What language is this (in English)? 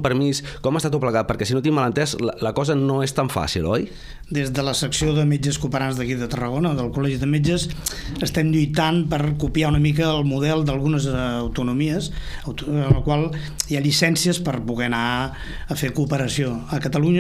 Catalan